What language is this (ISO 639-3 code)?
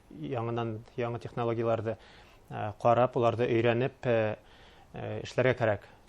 bak